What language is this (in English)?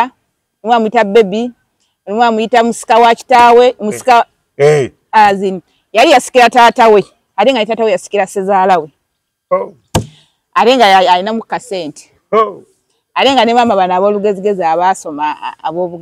Ganda